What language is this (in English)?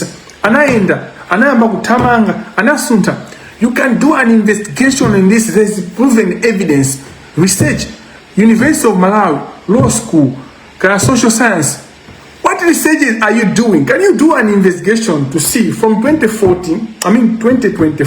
Nyanja